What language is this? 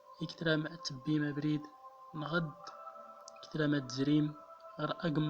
Central Atlas Tamazight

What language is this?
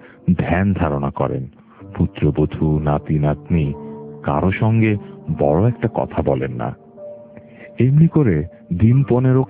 Bangla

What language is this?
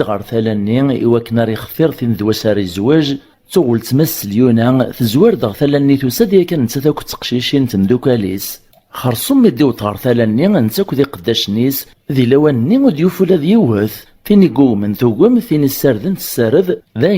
Kabyle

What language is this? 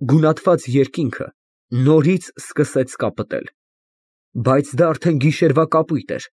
Armenian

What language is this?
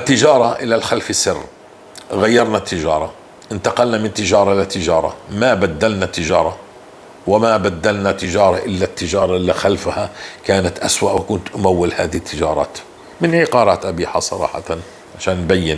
North Levantine Arabic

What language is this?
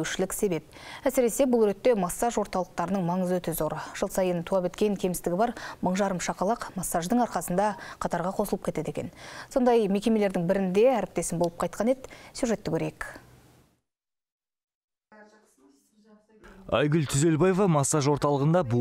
Kazakh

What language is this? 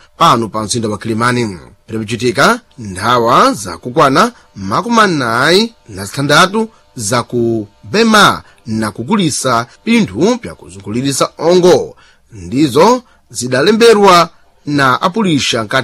Sena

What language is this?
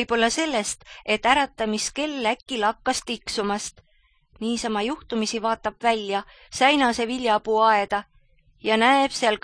Estonian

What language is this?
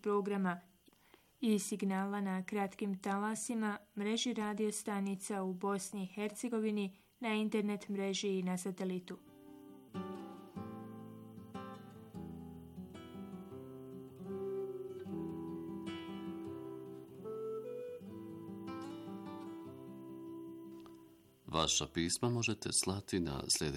Bosnian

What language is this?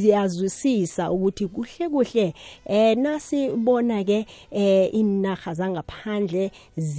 South Ndebele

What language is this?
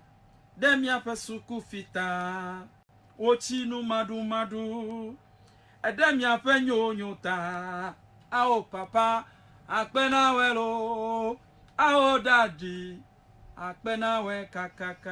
Ewe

